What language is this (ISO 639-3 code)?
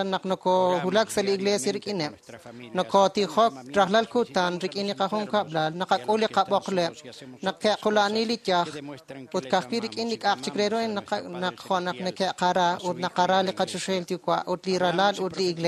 kek